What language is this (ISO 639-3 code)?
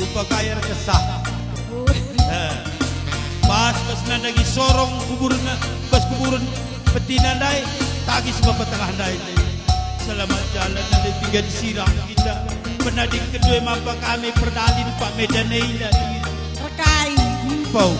btx